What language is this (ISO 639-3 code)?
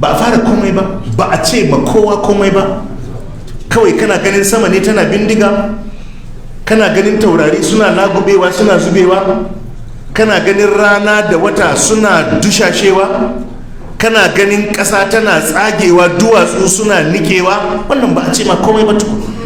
hau